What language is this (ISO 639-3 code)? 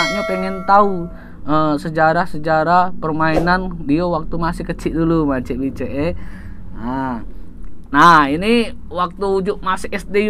mui